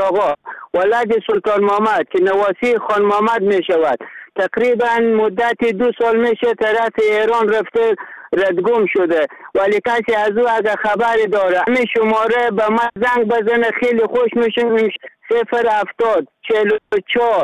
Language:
Persian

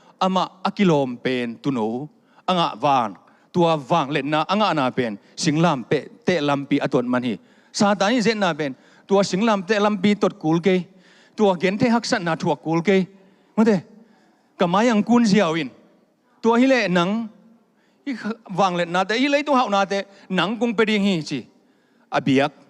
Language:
Tedim Chin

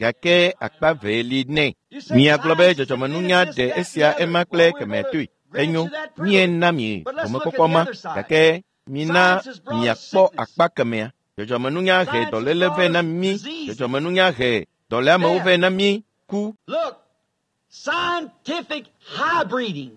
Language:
Ewe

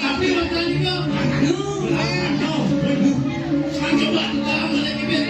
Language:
Balinese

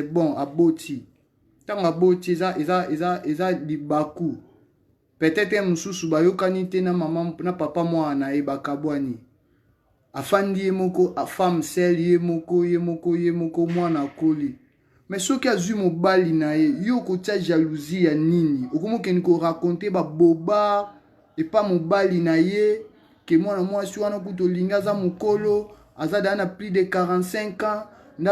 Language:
Lingala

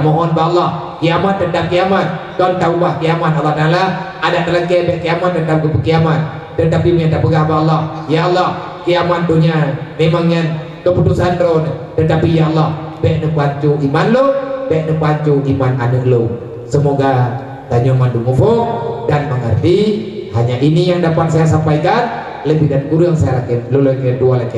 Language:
Achinese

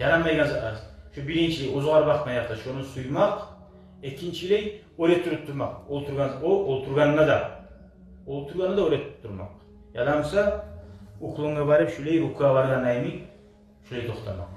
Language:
Kumyk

